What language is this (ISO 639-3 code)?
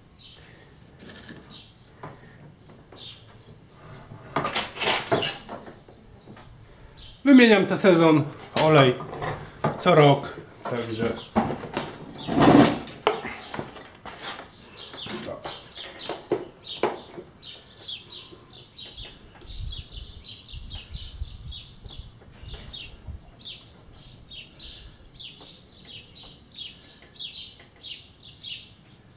pol